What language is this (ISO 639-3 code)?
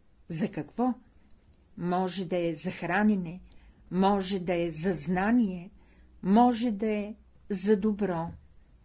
bul